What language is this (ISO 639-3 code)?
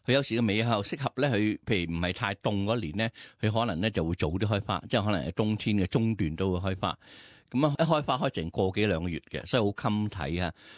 yue